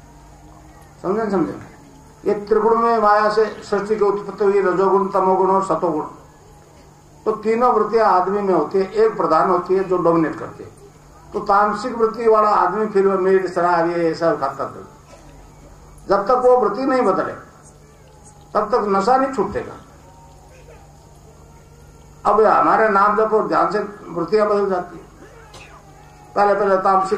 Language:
Hindi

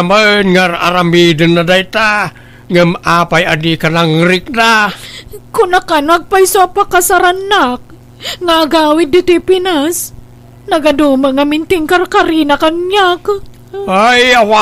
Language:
Iloko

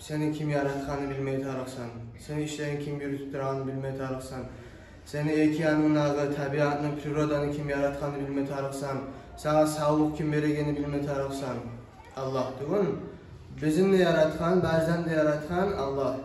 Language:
Kumyk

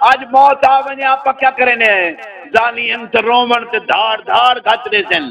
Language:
Saraiki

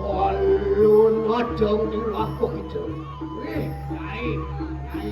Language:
Balinese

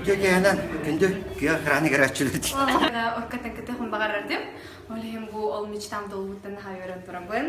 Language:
Yakut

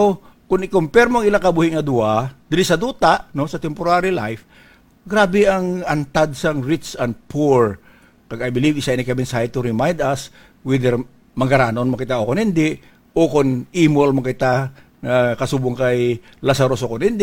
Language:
Hiligaynon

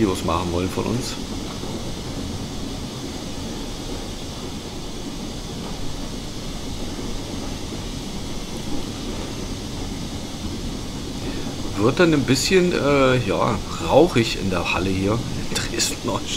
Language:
German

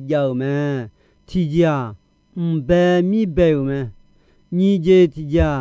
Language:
Akha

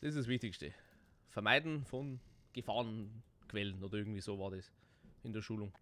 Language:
Bavarian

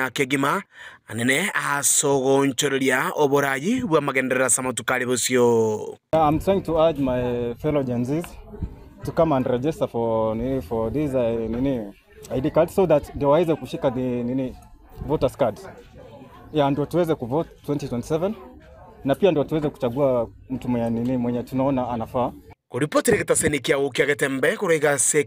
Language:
Gusii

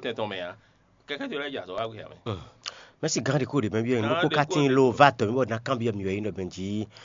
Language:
Fon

